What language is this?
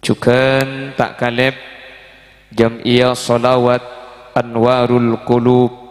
Madurese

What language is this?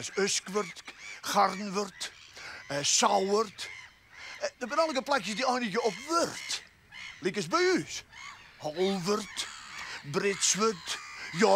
Western Frisian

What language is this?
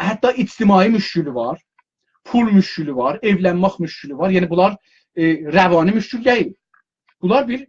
South Azerbaijani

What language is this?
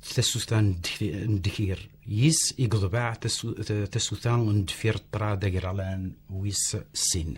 Kabyle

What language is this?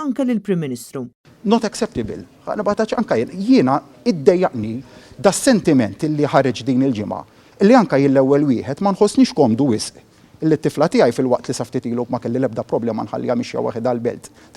Maltese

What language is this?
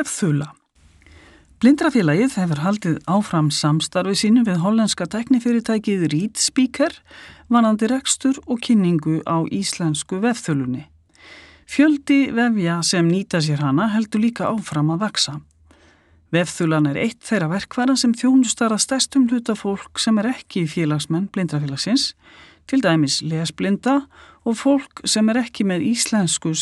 Icelandic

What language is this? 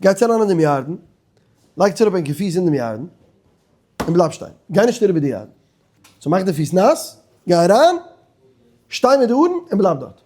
Yiddish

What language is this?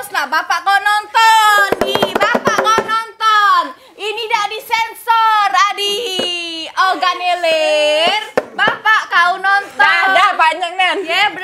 Musi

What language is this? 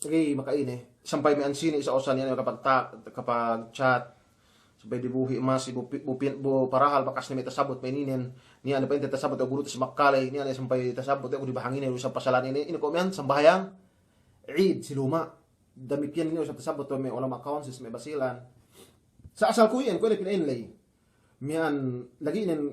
Yakan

